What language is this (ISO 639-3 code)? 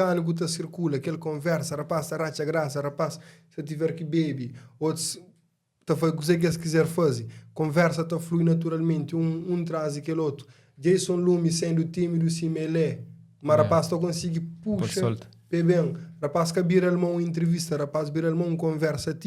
kea